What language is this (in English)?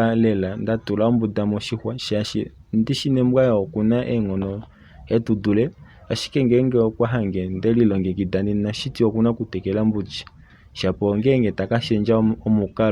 Kuanyama